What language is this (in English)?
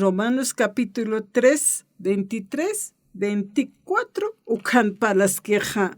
Aymara